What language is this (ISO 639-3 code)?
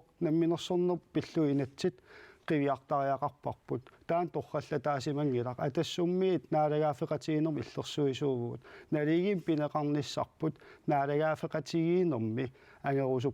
kal